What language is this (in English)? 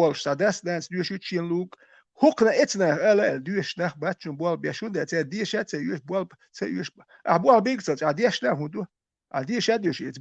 Chechen